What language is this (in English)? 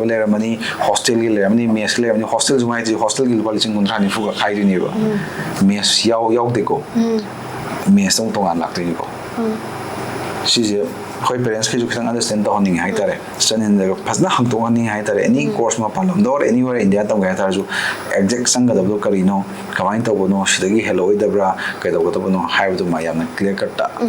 Manipuri